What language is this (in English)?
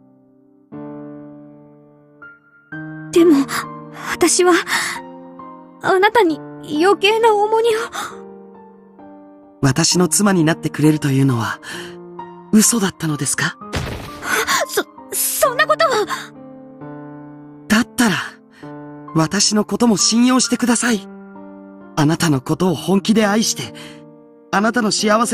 Japanese